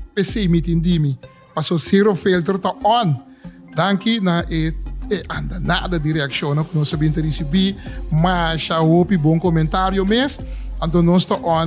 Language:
Papiamento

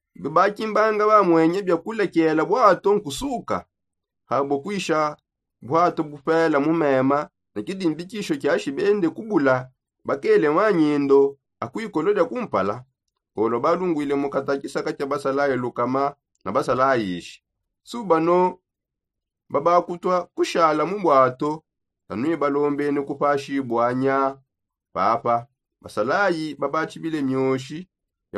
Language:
Songe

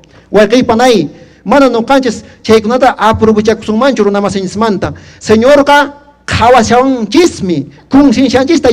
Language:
Quechua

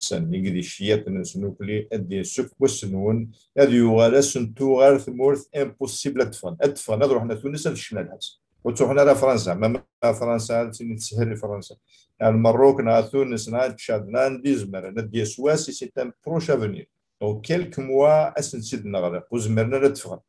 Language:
Kabyle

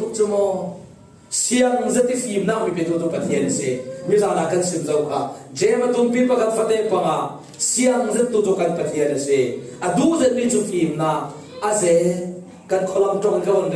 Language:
Falam Chin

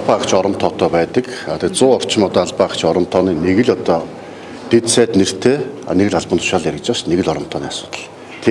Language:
Mongolian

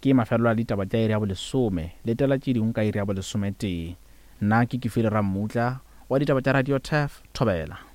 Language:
Northern Sotho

